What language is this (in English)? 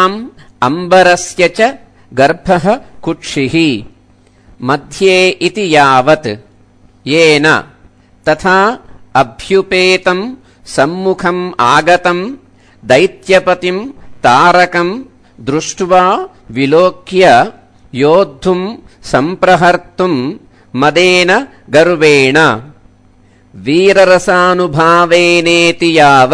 Sanskrit